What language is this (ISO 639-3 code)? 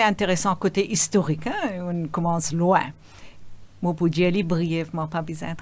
mfe